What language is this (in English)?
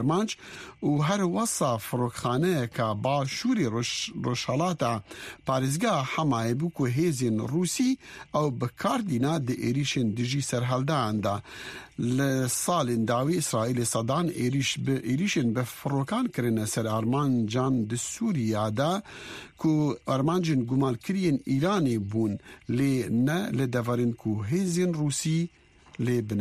Kurdish